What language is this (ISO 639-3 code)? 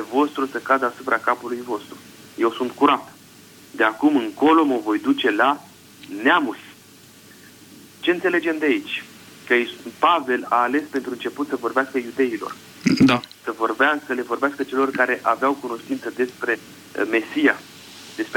ron